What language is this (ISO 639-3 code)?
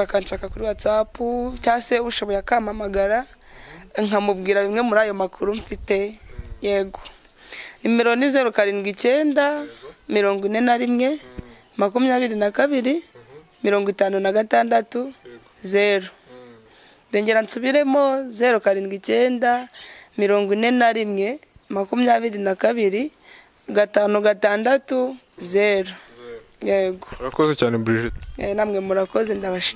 kin